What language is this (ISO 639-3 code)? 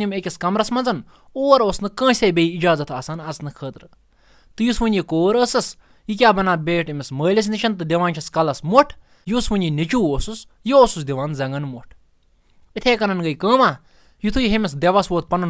kas